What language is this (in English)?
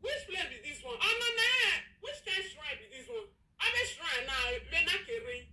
Nigerian Pidgin